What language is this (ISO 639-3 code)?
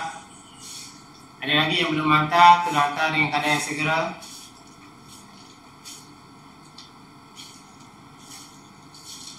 msa